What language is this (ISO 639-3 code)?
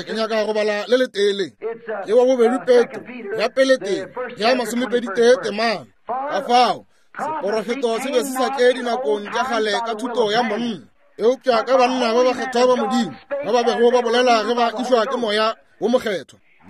nso